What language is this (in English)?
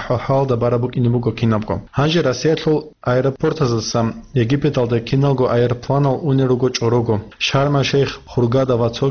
Avaric